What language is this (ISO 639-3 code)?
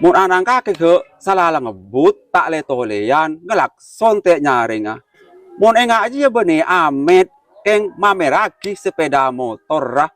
mad